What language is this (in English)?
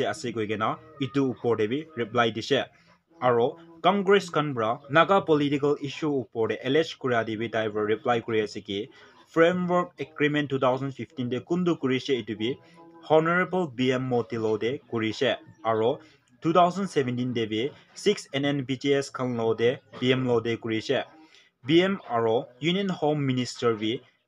Naga Pidgin